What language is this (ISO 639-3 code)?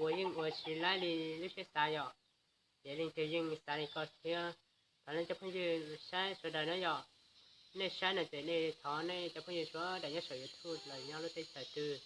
hmn